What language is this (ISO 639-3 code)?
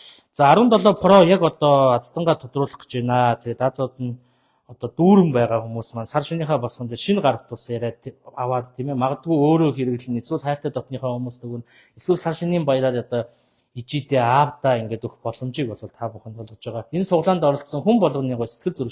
mon